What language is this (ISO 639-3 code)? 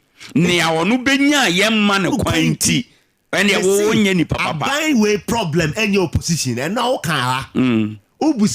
aka